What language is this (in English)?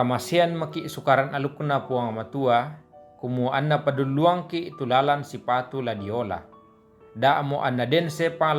Toraja-Sa'dan